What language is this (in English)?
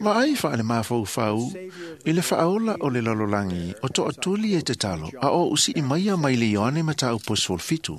Samoan